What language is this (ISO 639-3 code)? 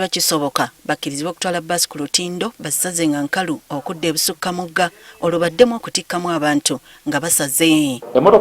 lug